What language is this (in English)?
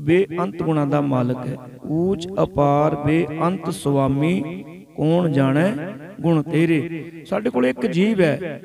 Punjabi